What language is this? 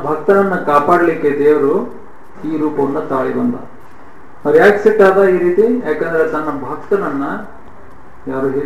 Kannada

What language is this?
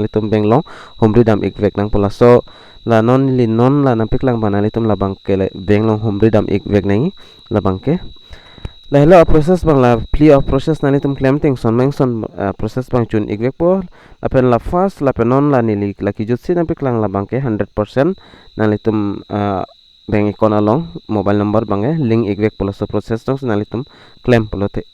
Karbi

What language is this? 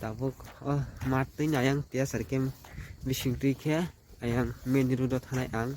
Kok Borok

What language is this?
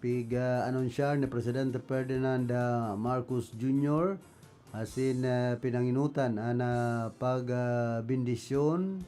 Bikol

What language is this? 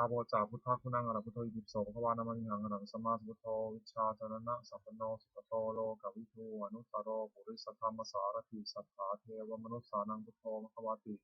Pali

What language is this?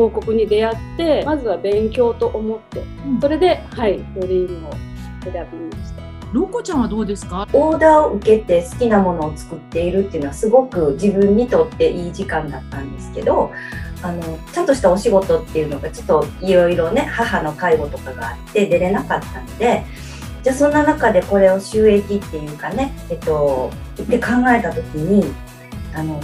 Japanese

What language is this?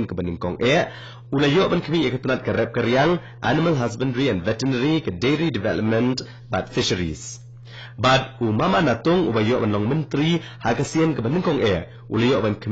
Khasi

